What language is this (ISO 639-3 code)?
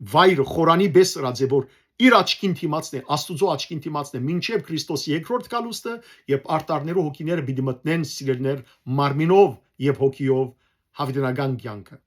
hyw